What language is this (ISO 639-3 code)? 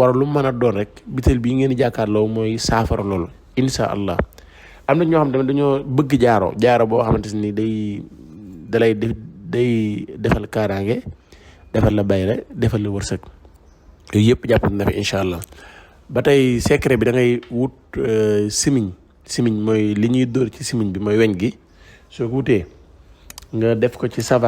wol